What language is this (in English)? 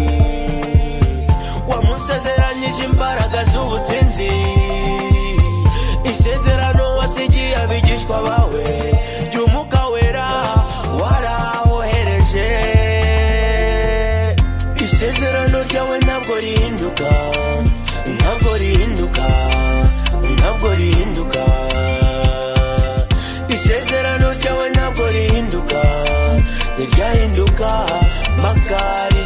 Kinyarwanda